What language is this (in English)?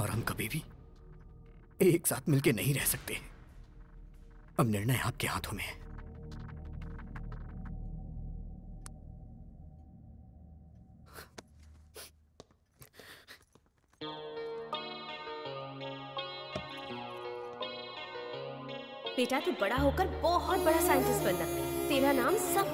Hindi